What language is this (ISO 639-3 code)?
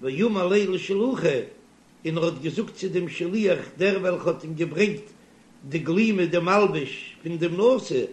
yid